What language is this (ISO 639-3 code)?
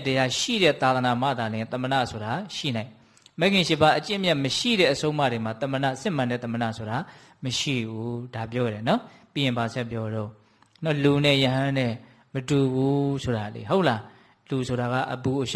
mya